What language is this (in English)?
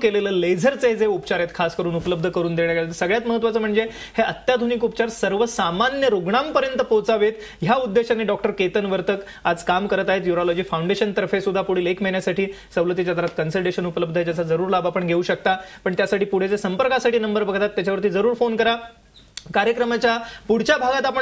Marathi